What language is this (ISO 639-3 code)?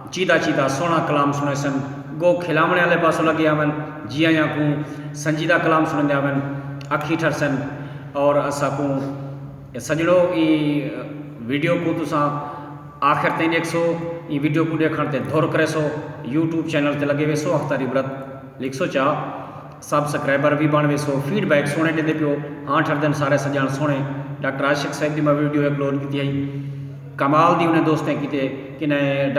skr